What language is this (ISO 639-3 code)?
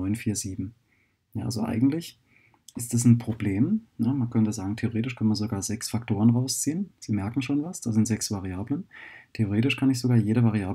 deu